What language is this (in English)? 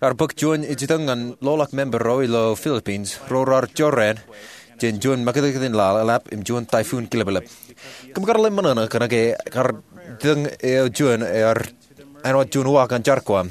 Marshallese